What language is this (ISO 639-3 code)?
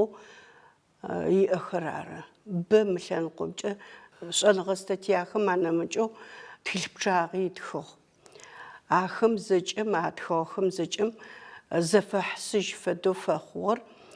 ady